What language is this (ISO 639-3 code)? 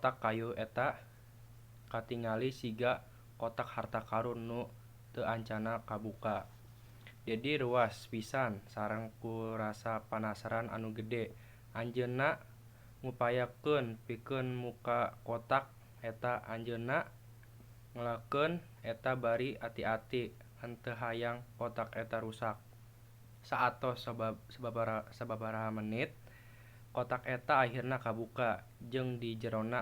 sun